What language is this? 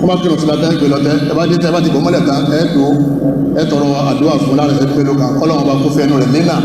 Yoruba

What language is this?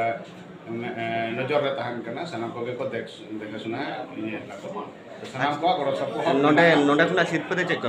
Santali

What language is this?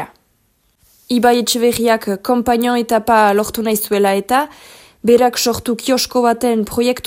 Basque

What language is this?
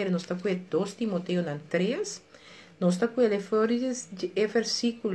Papiamento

